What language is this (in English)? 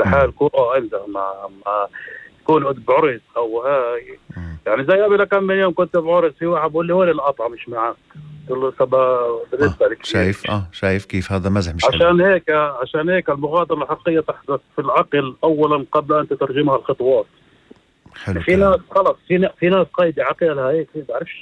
North Levantine Arabic